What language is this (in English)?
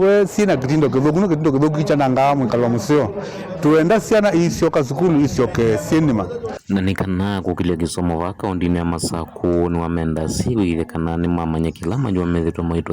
Kamba